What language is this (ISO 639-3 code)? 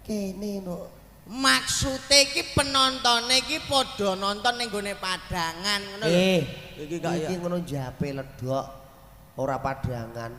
jav